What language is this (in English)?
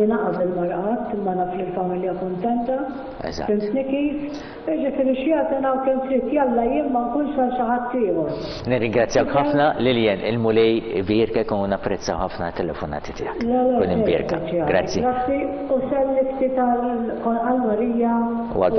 Maltese